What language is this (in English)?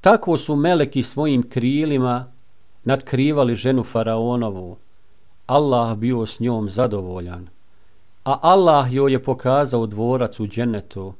Bosnian